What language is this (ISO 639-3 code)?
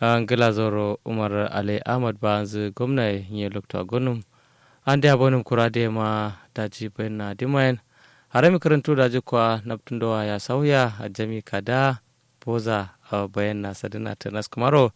kau